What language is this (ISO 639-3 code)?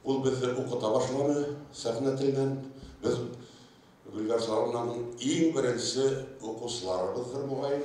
bak